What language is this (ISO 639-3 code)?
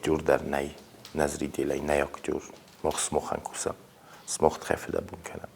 oss